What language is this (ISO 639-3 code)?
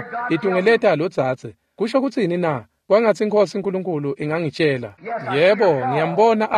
ssw